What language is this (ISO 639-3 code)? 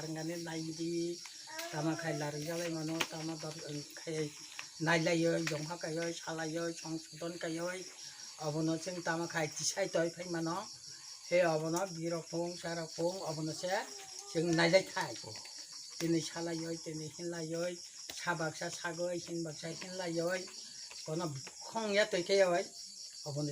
trp